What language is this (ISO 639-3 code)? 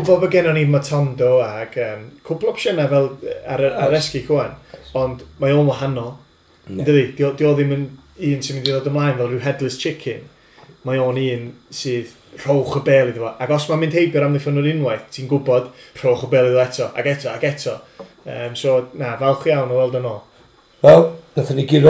cym